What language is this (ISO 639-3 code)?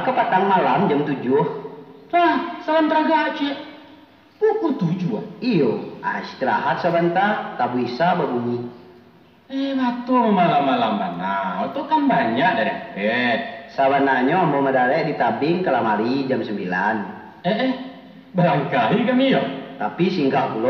min